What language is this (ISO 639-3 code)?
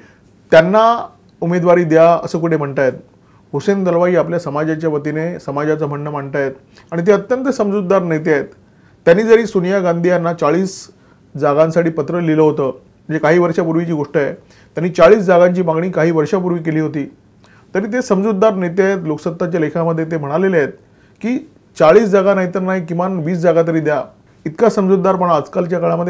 mar